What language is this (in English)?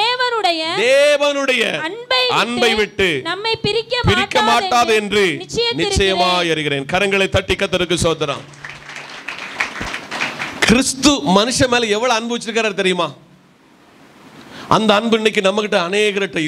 Tamil